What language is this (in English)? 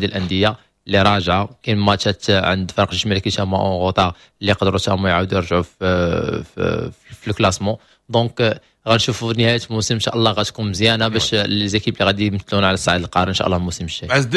Moroccan Arabic